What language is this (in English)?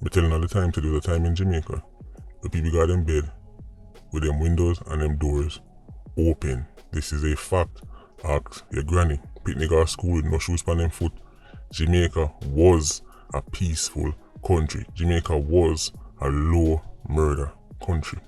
Jamaican Creole English